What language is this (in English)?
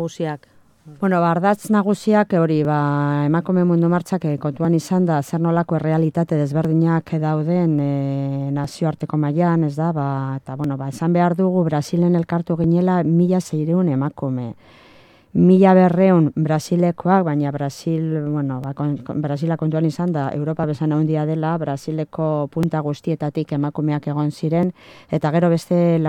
Basque